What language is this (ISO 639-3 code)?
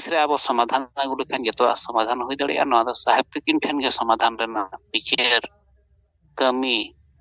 sat